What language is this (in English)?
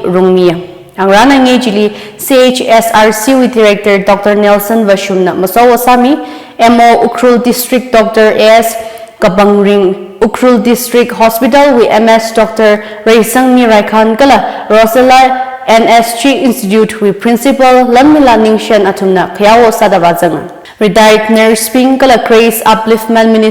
Tangkhul Naga (India)